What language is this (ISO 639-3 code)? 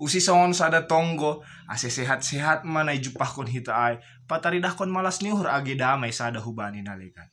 bts